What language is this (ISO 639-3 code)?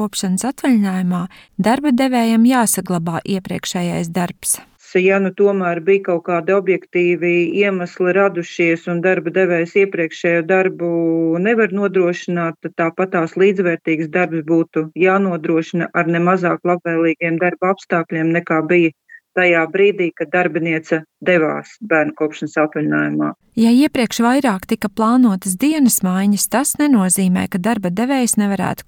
lav